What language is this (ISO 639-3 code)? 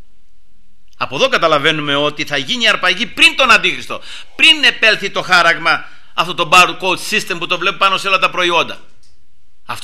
ell